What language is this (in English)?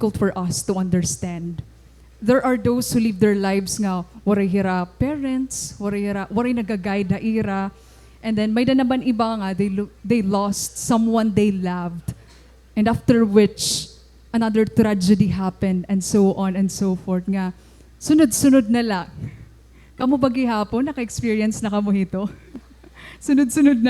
Waray